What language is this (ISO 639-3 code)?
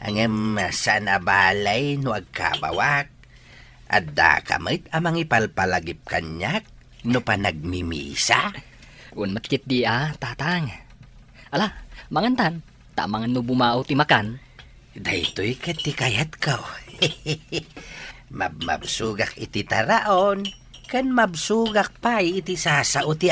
ilo